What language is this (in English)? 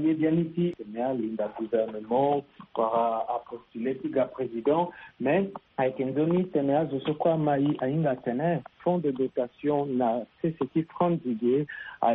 Sango